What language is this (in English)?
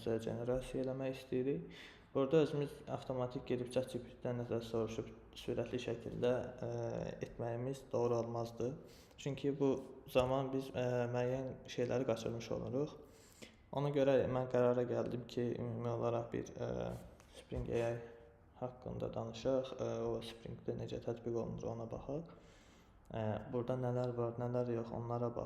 Azerbaijani